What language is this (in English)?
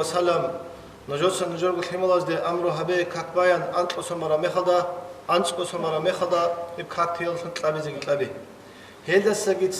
Avaric